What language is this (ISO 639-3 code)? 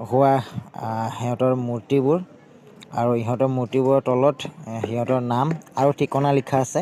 asm